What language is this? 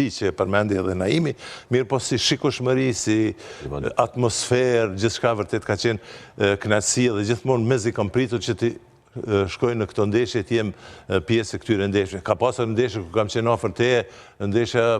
Albanian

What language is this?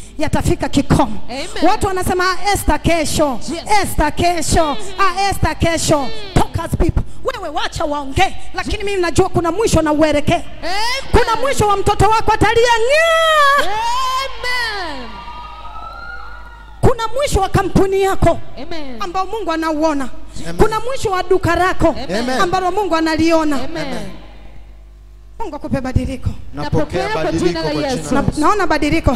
Swahili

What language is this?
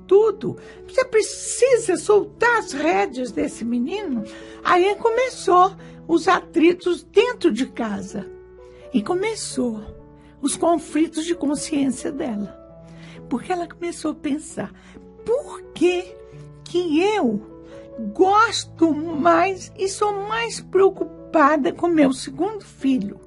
Portuguese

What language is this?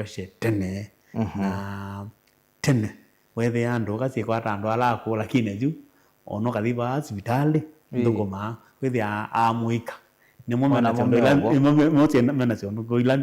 Kamba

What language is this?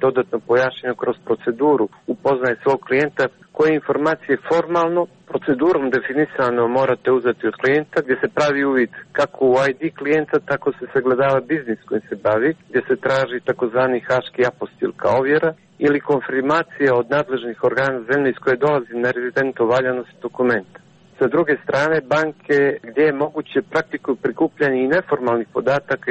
Serbian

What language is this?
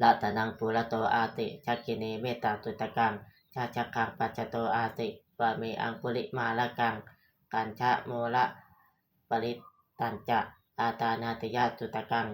Pali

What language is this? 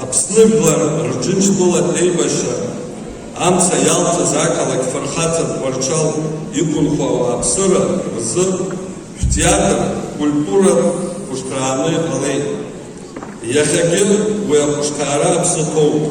Abkhazian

